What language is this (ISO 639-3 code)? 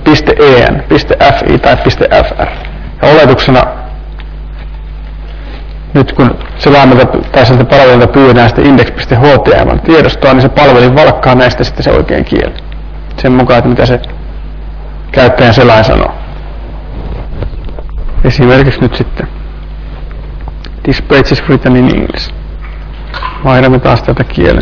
fin